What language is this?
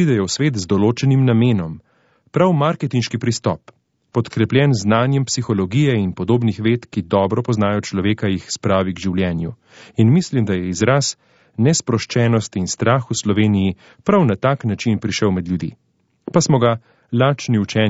Slovenian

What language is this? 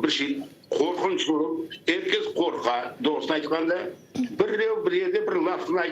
Crimean Tatar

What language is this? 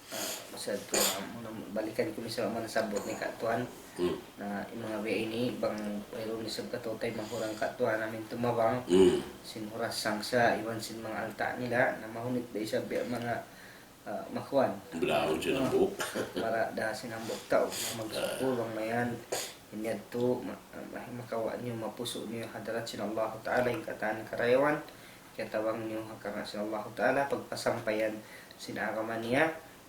Tausug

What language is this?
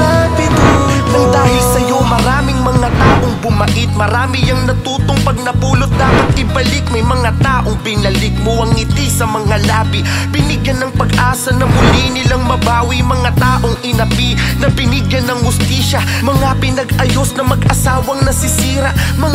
Filipino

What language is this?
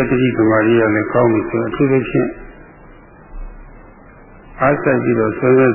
Burmese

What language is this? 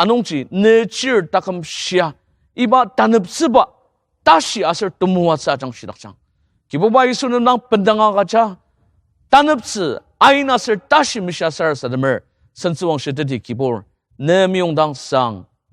Ao Naga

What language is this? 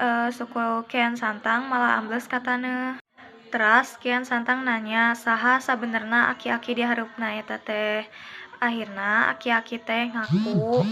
Sundanese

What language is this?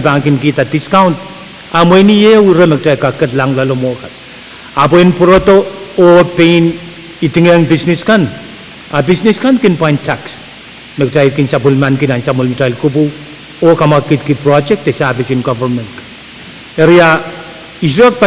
Pohnpeian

